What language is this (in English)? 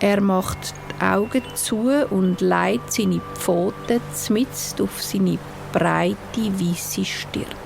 Swiss German